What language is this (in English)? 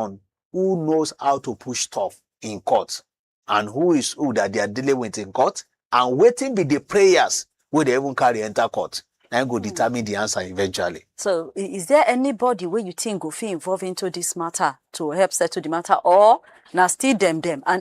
Nigerian Pidgin